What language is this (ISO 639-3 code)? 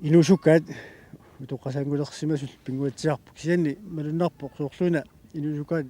kal